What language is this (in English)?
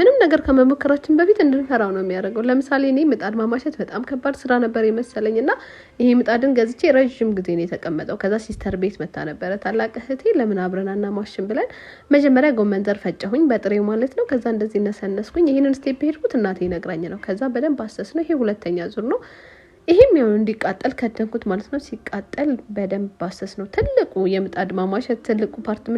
Amharic